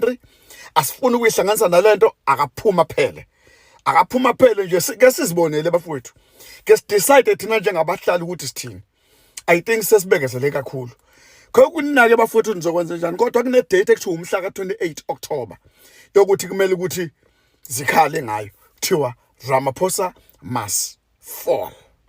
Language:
Zulu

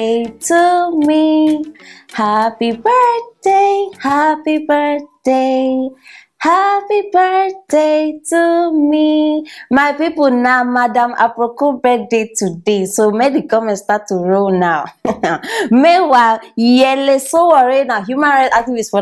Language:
Nigerian Pidgin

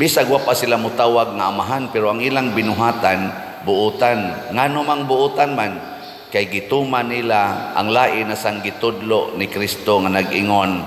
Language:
Cebuano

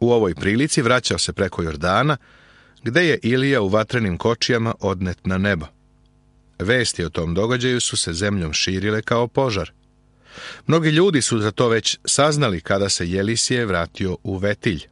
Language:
Serbian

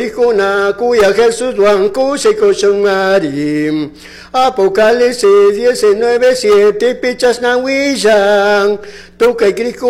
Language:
Chimborazo Highland Quichua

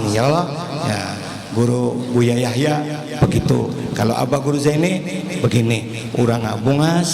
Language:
Banjar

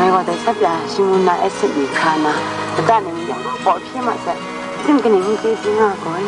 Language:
Kachin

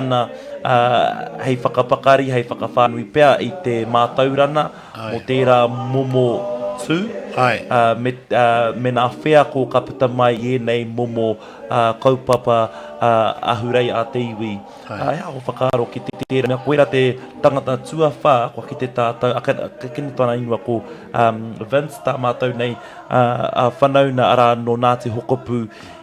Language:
Māori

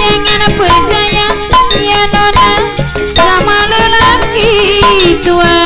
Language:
Betawi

